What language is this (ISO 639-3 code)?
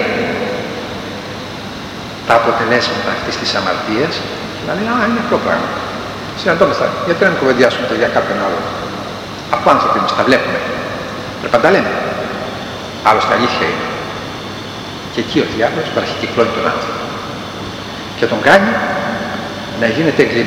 ell